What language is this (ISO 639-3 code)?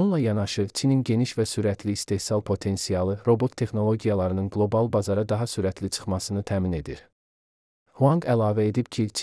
aze